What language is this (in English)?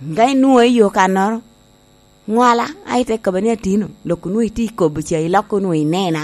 Lango (Uganda)